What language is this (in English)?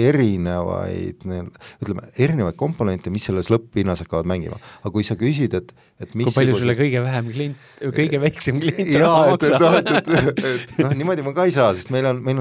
Estonian